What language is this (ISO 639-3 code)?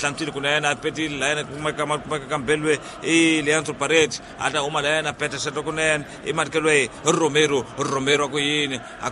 tso